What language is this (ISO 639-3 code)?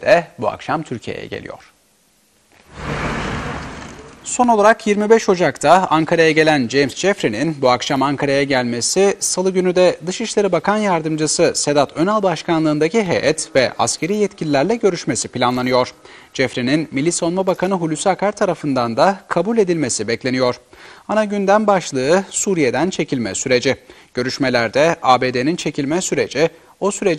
tur